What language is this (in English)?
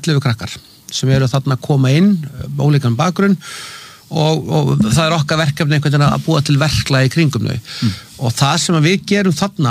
Icelandic